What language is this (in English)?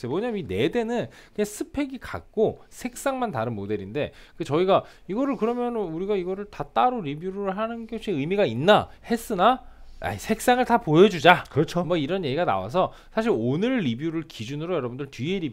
Korean